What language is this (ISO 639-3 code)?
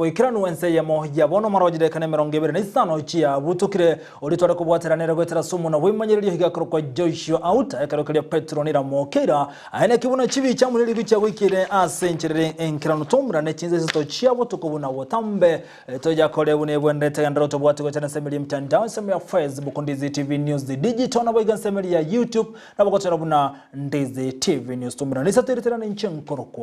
guz